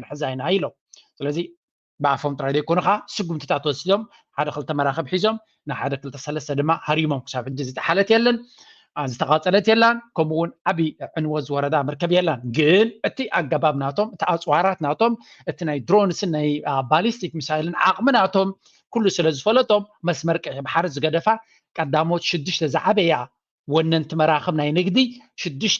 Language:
Tigrinya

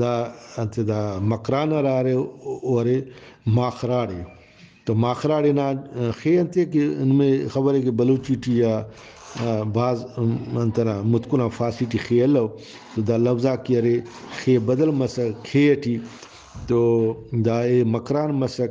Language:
Brahui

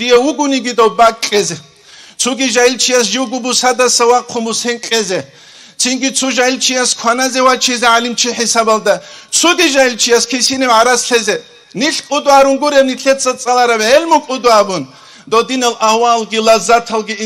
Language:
Avaric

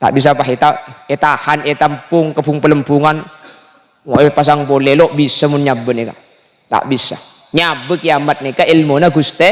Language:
Madurese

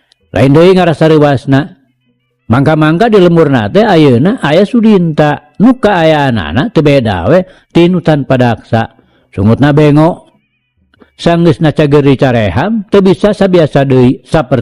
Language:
Sundanese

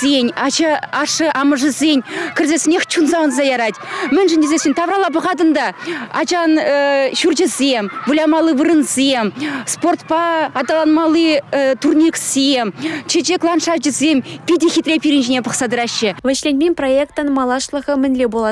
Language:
Chuvash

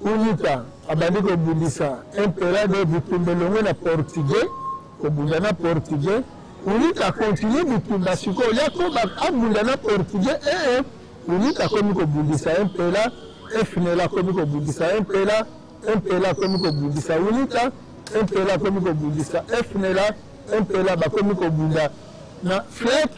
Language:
Lingala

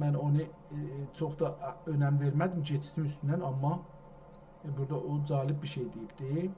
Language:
South Azerbaijani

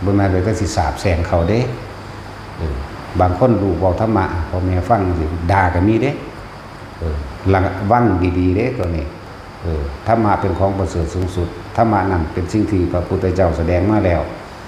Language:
Northeastern Thai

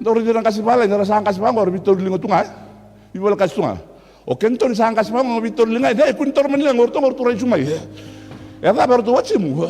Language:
Fijian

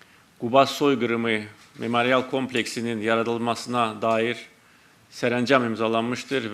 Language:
Azerbaijani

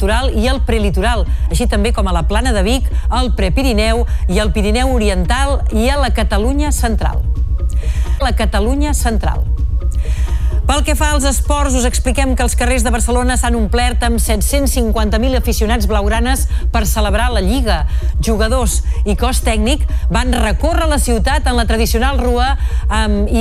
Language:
Catalan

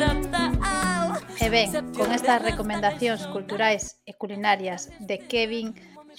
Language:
Galician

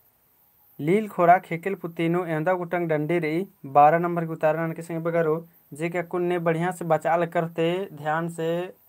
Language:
Kurukh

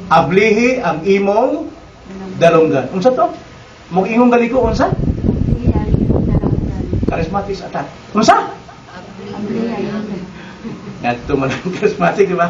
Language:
Cebuano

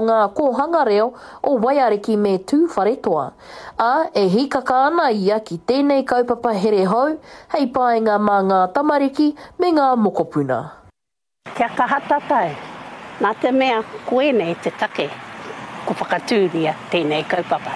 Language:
Māori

